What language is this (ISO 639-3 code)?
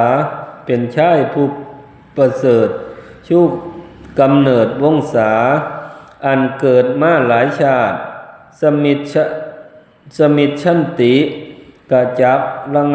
tts